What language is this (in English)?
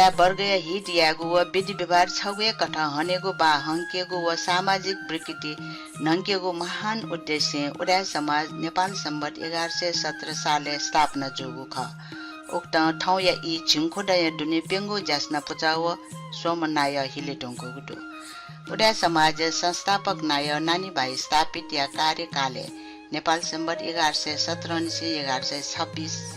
Newari